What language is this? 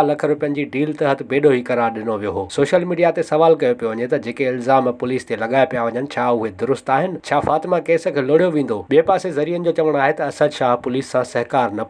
Sindhi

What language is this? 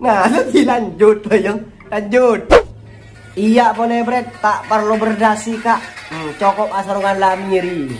Madurese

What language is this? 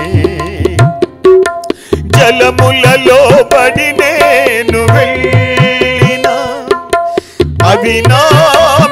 Telugu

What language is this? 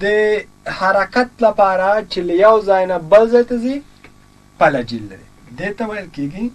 Pashto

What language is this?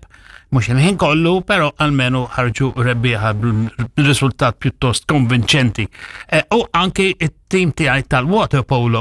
Maltese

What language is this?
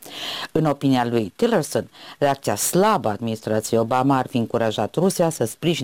Romanian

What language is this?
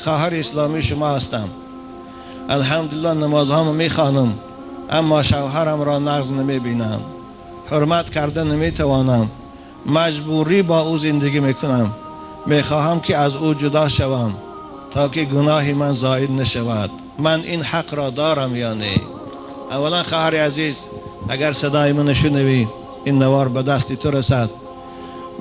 Tajik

